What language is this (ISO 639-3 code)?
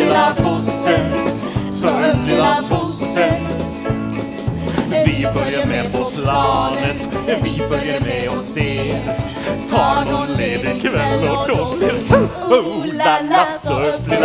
swe